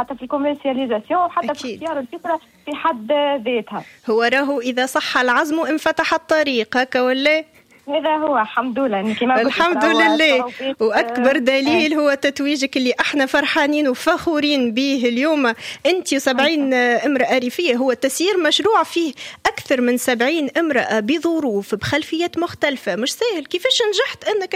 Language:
Tunisian Arabic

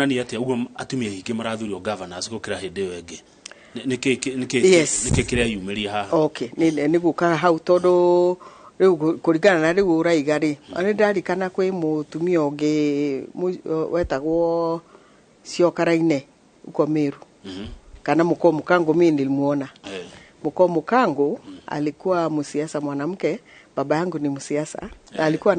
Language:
Kikuyu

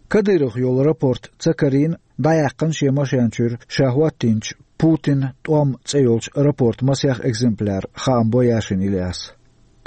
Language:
Chechen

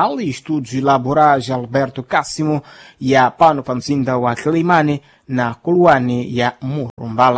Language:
Sena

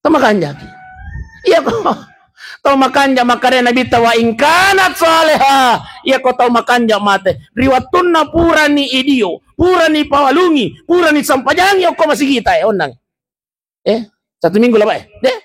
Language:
Buginese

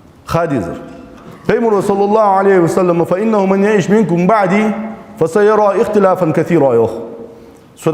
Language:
Ingush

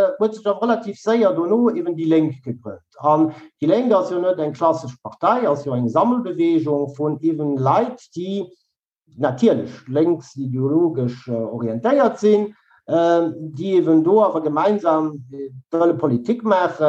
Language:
Luxembourgish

